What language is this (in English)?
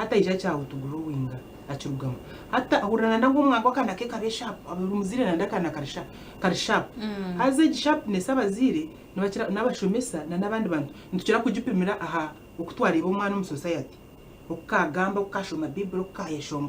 Nyankole